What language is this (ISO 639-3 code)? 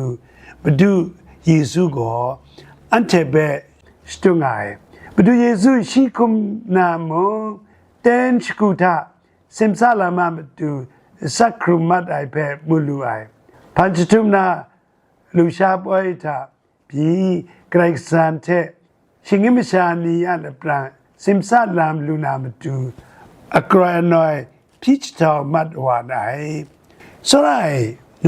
kac